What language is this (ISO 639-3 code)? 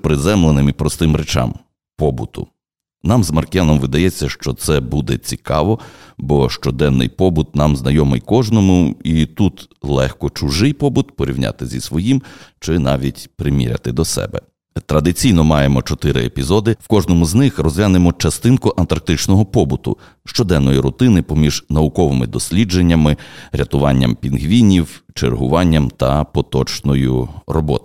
ukr